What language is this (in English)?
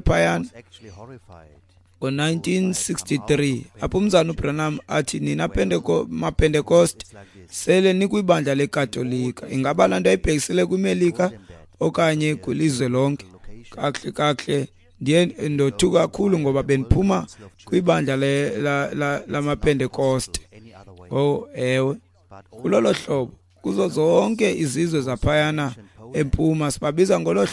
Xhosa